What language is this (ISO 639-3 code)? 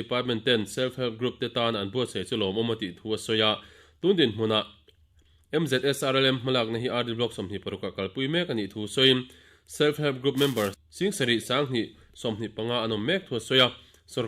lus